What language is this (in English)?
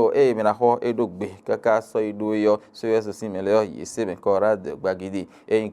Fon